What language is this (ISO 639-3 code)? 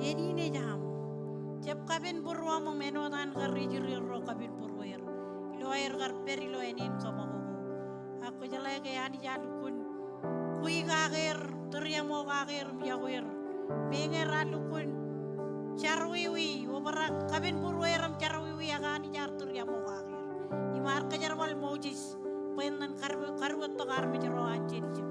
mah